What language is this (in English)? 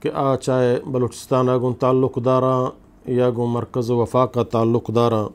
Eastern Balochi